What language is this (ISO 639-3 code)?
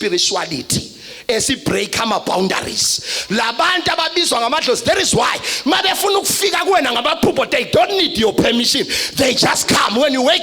zul